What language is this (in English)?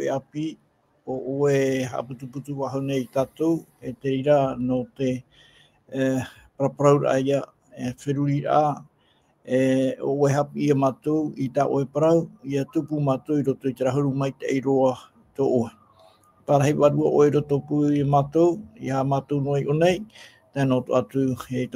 Tahitian